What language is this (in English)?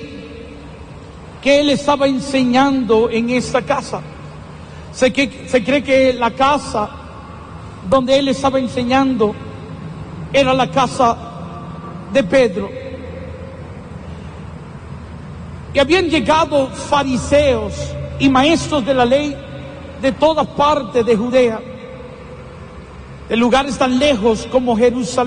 Spanish